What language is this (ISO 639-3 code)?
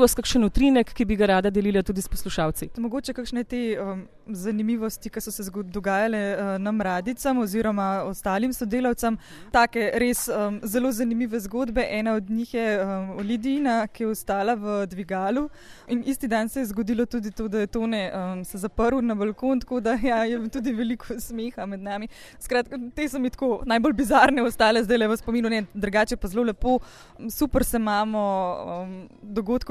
slv